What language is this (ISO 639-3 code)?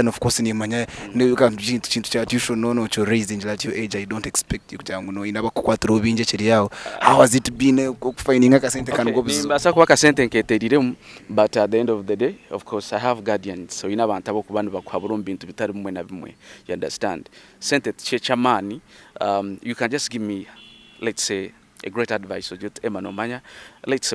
nyn